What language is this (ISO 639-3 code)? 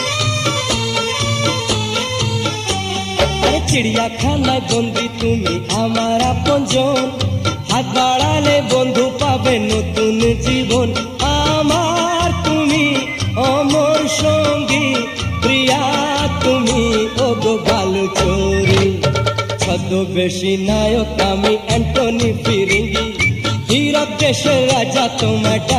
ben